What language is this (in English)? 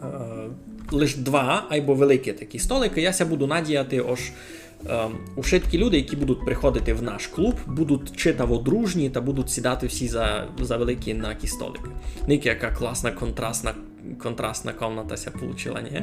Rusyn